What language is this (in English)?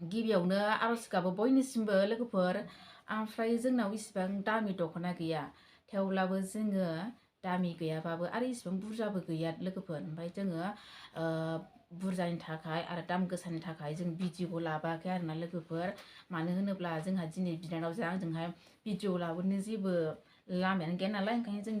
Bodo